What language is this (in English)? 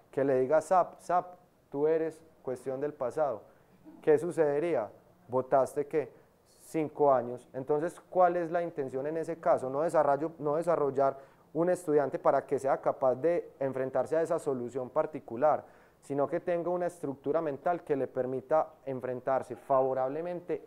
Spanish